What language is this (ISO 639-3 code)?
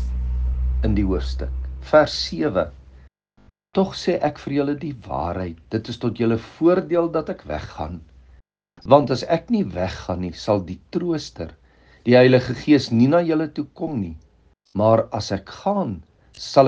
afr